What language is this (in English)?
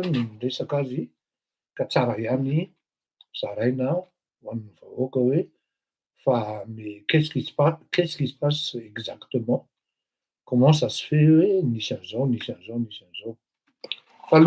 Malagasy